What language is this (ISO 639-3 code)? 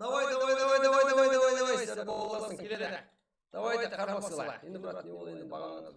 kaa